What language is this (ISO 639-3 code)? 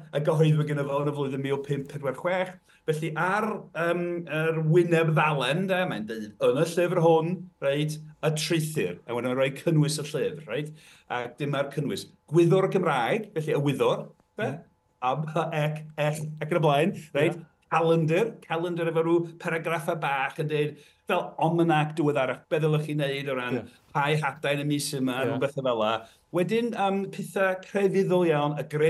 cym